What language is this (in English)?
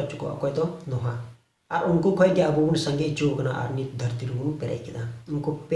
Santali